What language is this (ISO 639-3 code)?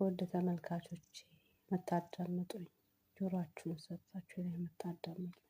amh